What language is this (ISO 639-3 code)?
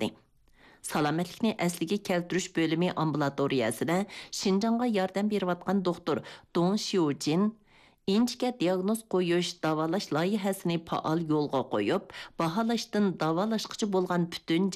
uig